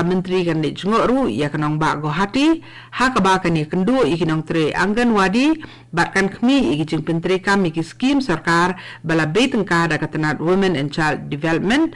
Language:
Khasi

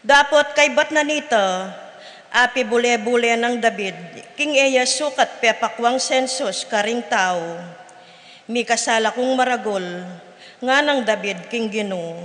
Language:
Pampanga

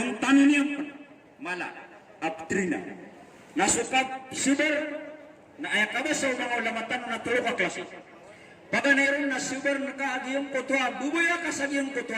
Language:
Maranao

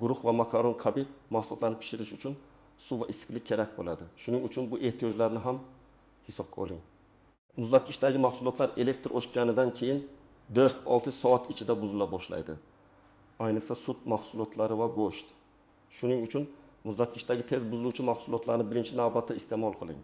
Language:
Uzbek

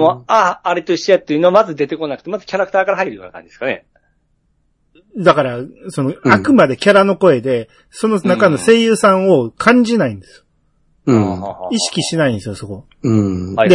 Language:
Japanese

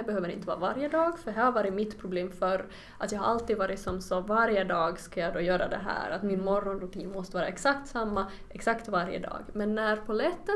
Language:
Swedish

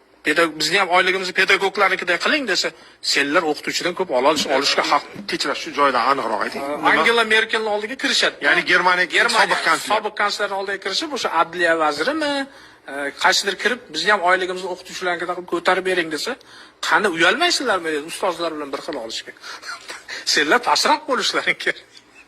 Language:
Uzbek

